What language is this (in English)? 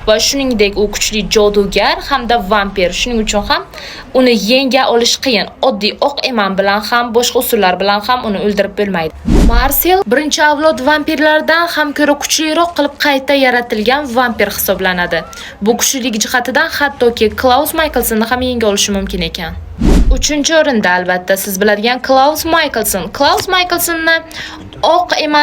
Uzbek